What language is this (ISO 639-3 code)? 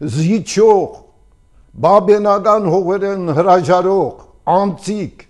hye